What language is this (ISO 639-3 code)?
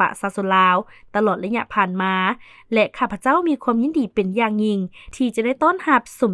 lao